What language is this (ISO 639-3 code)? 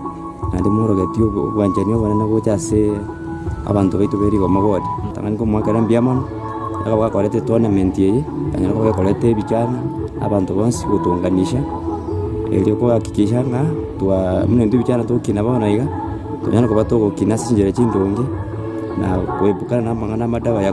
guz